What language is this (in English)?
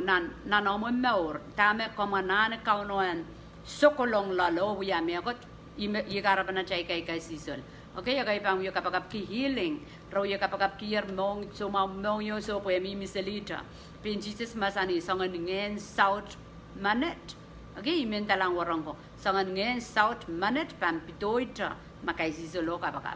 Pohnpeian